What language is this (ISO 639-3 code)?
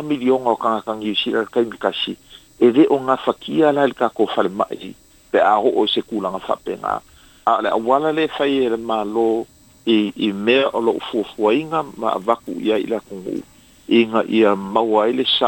smo